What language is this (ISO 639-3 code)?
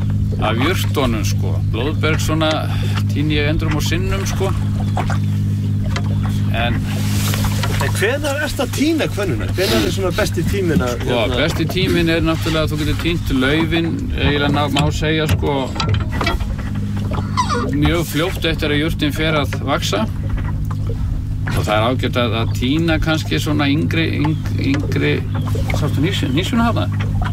isl